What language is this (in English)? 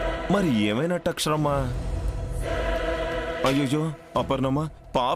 Telugu